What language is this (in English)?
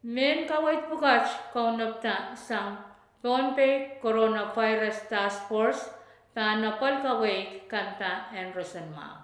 Pohnpeian